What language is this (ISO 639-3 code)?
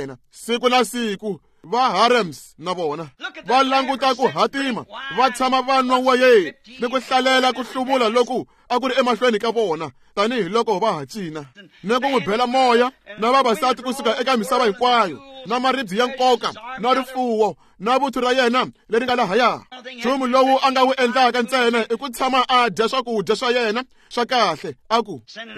tso